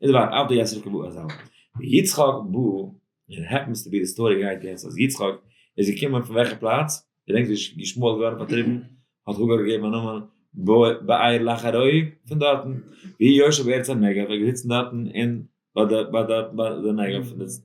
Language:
Yiddish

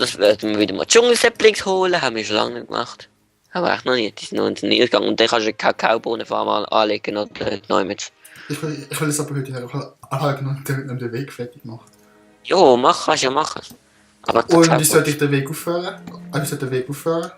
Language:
Swiss German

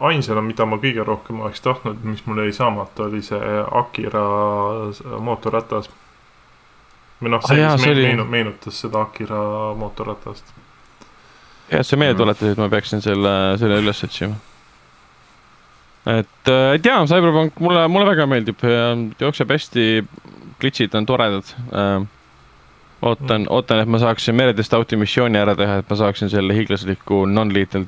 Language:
Estonian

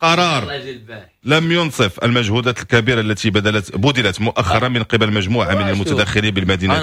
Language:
Moroccan Arabic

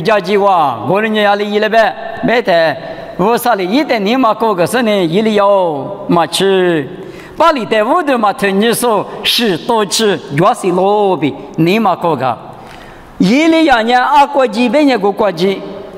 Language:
Lisu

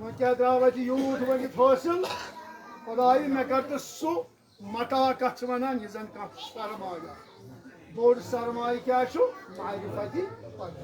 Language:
Kashmiri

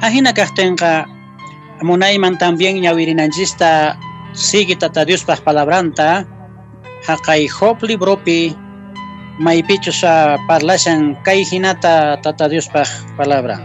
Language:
Quechua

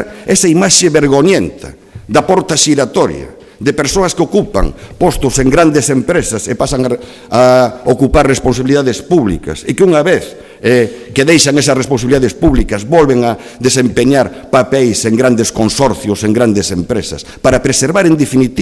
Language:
Galician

